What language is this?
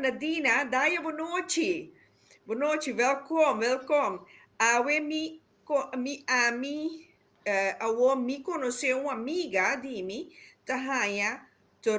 Papiamento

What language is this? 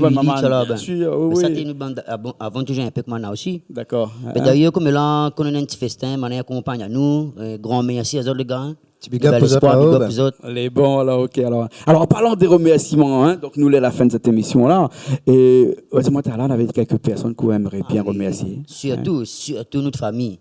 Réunion Creole French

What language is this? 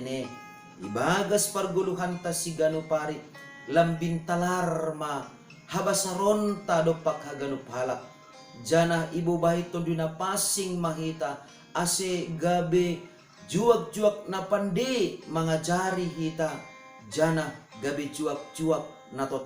Batak Simalungun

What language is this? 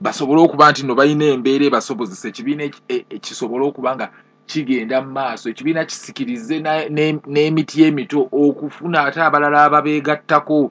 Ganda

